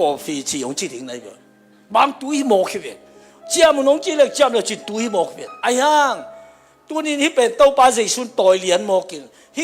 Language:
Tedim Chin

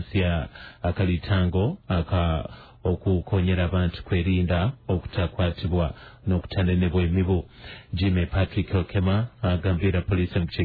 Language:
Nyoro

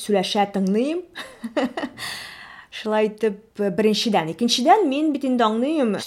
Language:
Tatar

